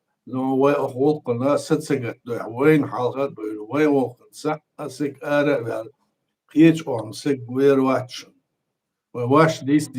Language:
Chechen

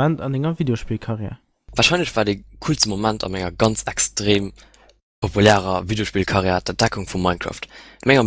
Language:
Luxembourgish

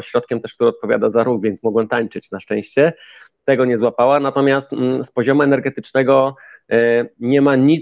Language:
Polish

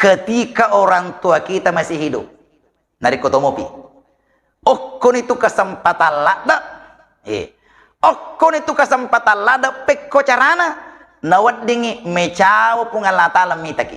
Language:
Buginese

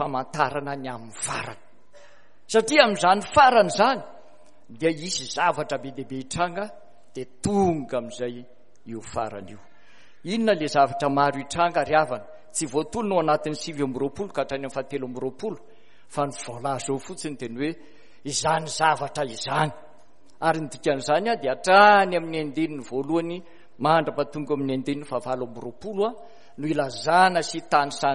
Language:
Malagasy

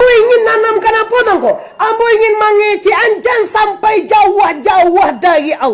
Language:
Minangkabau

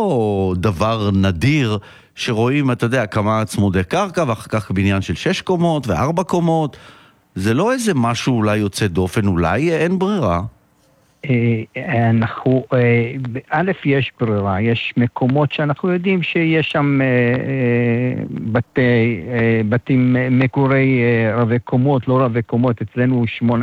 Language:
Hebrew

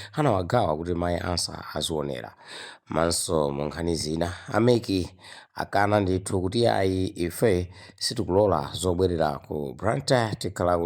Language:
Nyanja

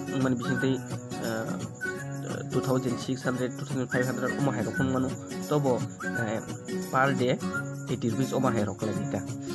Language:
Kok Borok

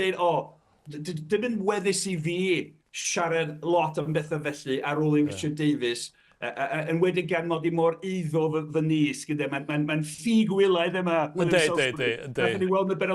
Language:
Welsh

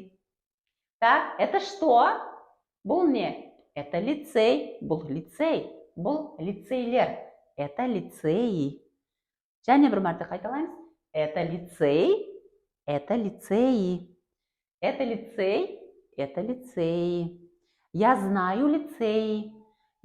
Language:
Kara-Kalpak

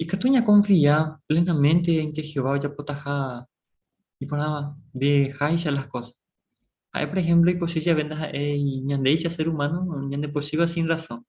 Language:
Guarani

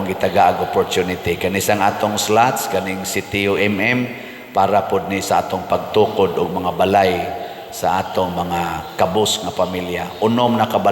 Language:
Cebuano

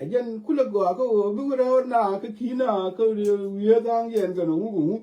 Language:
Nuer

